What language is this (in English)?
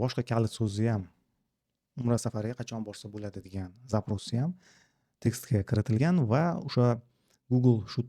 Uzbek